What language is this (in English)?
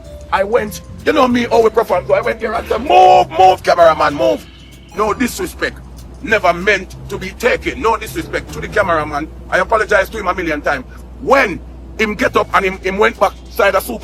Jamaican Creole English